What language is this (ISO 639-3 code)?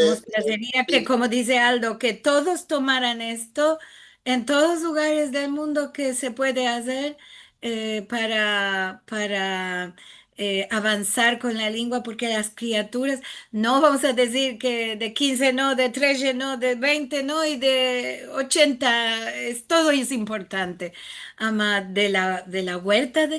lad